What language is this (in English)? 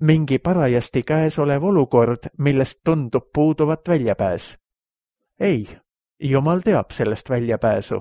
Estonian